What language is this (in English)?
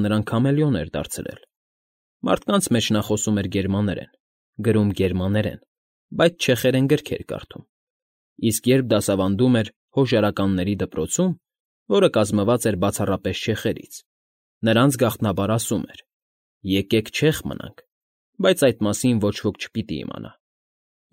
Armenian